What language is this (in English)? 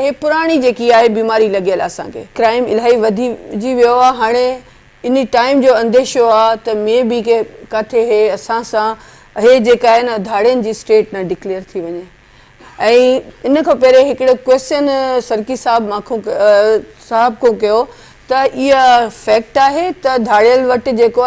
Sindhi